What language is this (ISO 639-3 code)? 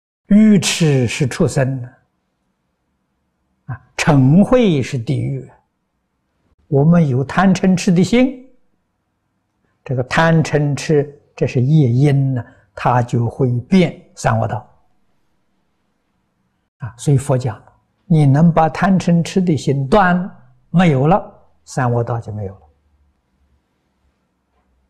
zho